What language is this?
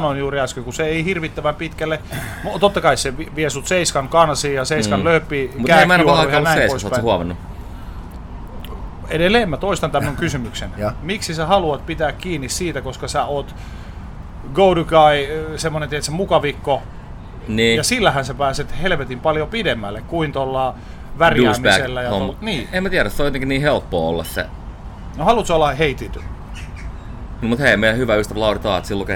Finnish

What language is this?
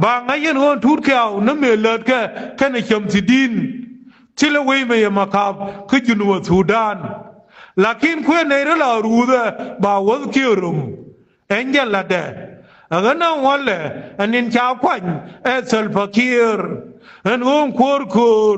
Nuer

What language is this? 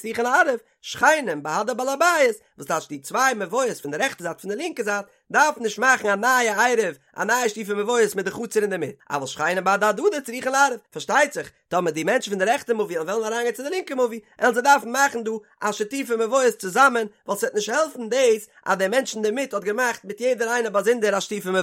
Yiddish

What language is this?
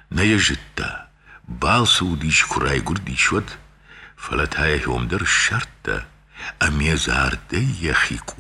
Ossetic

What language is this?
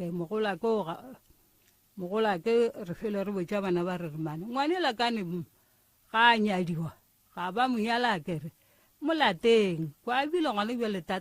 Northern Sotho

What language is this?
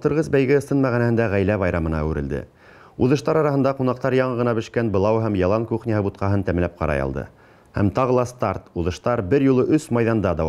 Bashkir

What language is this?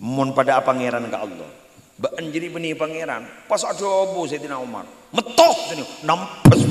Madurese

